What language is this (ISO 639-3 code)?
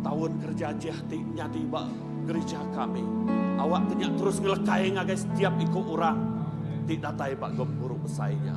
iba